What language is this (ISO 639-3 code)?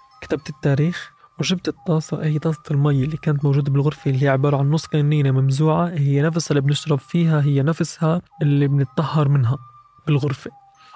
apc